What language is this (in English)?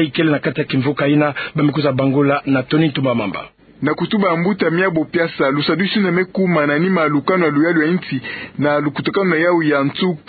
Kituba (Democratic Republic of Congo)